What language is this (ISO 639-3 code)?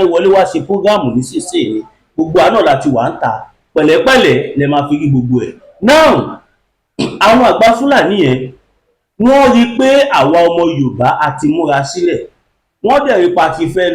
yor